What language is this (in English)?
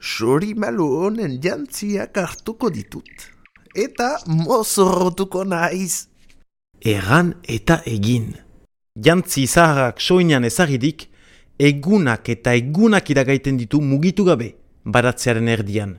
Basque